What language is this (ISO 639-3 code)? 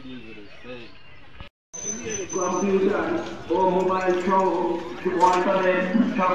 ben